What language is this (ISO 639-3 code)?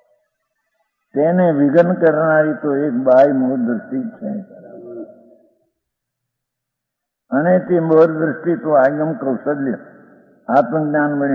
guj